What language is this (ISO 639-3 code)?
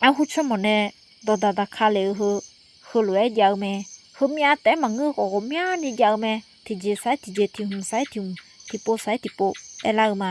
ahk